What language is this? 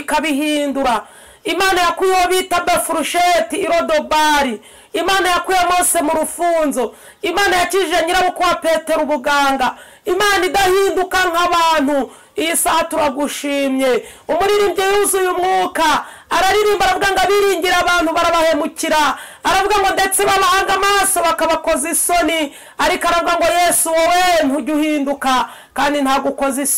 Kinyarwanda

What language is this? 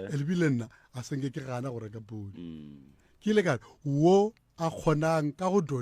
Northern Sotho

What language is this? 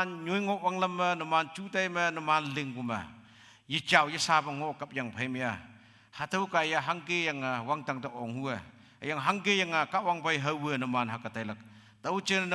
Konyak Naga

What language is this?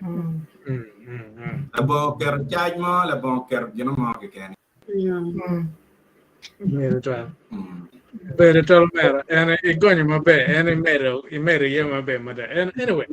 Acoli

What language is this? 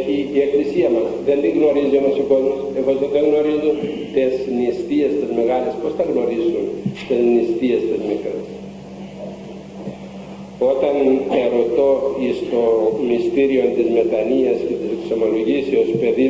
Greek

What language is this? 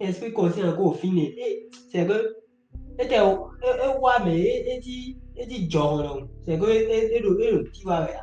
Fon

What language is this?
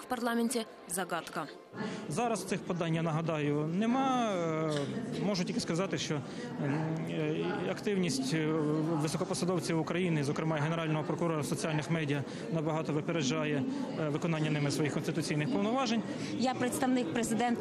Ukrainian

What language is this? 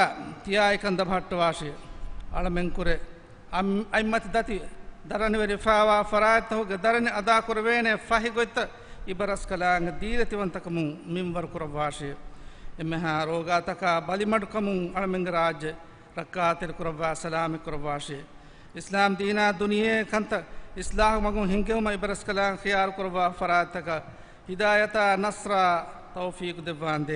Divehi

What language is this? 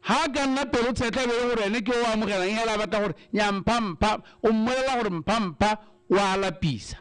Tswana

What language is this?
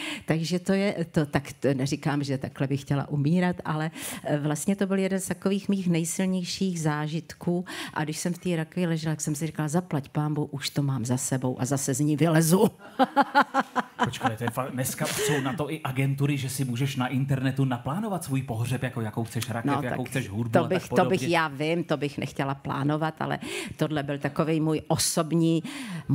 Czech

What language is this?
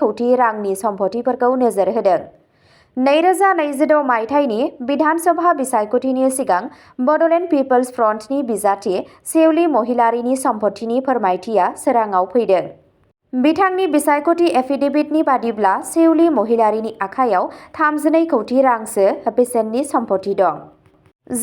Bodo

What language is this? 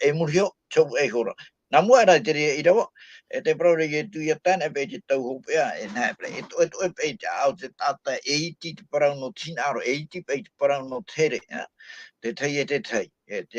Tahitian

